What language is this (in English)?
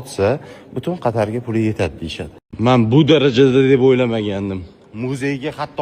Uzbek